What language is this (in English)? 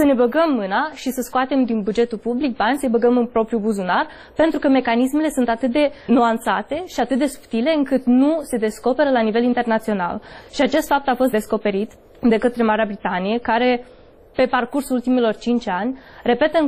Romanian